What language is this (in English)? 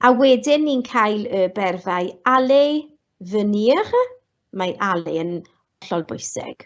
Welsh